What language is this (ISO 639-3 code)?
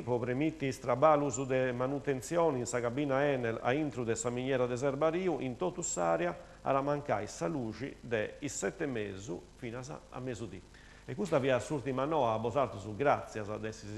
srd